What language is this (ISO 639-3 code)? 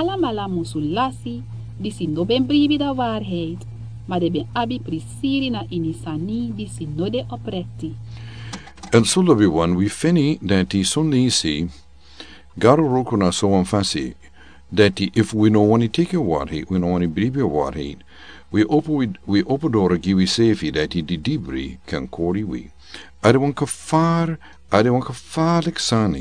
srn